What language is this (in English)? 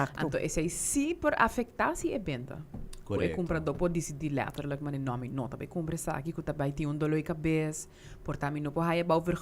Papiamento